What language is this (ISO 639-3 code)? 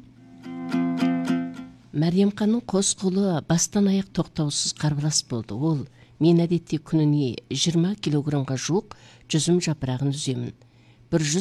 kaz